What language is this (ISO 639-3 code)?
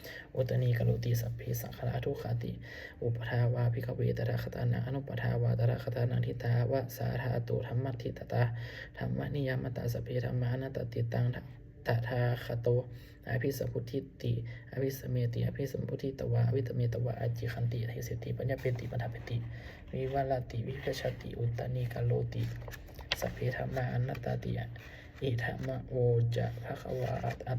pli